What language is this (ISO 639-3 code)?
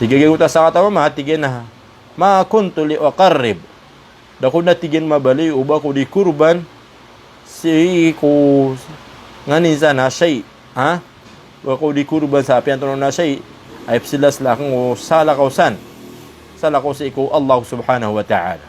mrw